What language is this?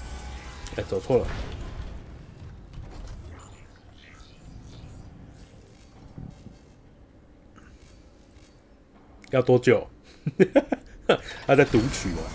Chinese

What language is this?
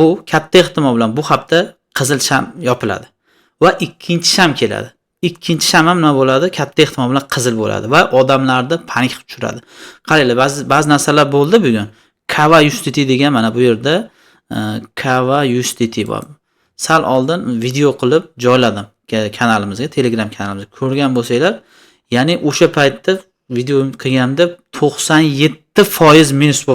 Uzbek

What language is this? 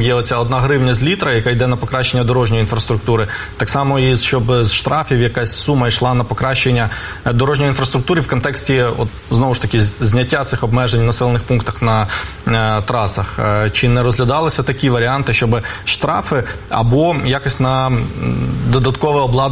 Ukrainian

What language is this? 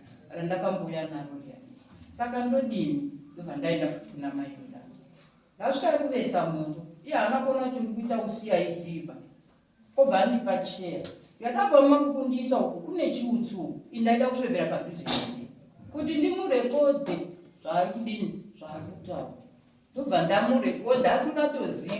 Shona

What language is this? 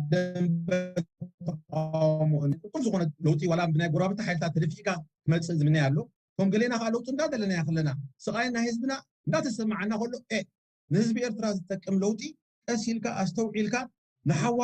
Tigrinya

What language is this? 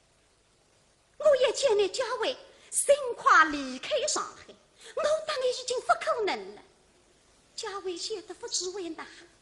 Wu Chinese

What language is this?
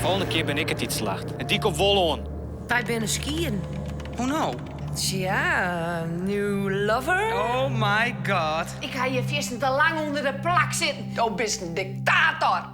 Western Frisian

